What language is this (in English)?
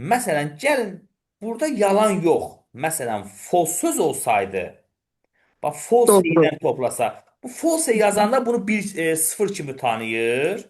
Azerbaijani